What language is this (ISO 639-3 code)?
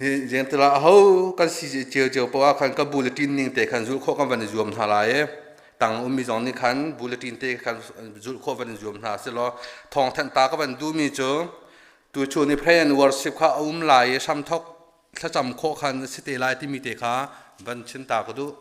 cnh